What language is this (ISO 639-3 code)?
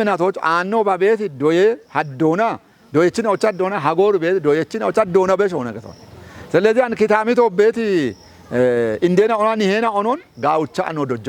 kbr